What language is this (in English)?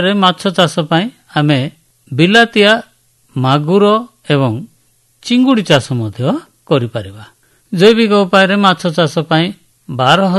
Odia